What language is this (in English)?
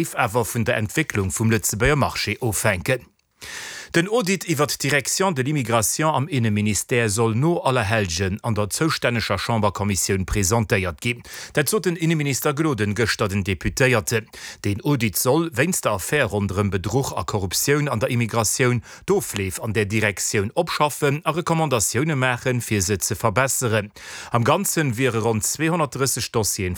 Luxembourgish